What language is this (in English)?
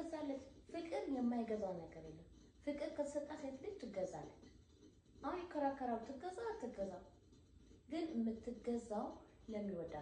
Amharic